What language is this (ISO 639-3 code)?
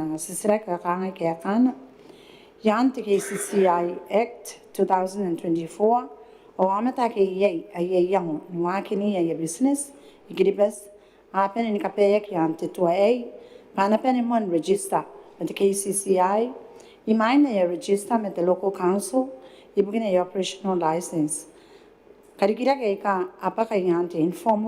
gil